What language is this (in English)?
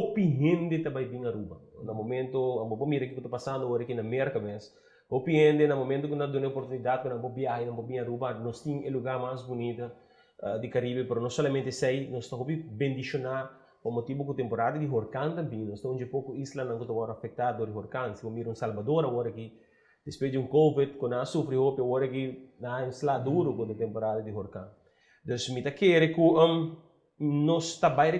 Papiamento